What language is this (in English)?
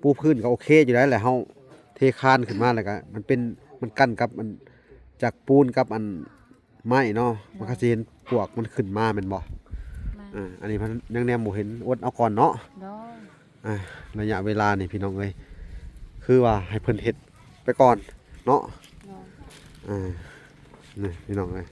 Lao